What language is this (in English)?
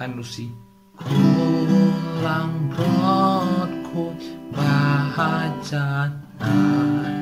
Khasi